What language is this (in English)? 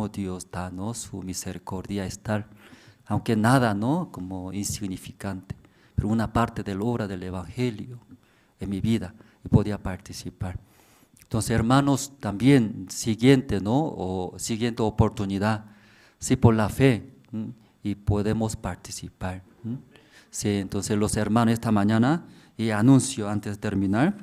Aymara